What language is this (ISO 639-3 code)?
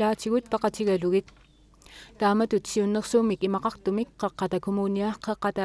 kal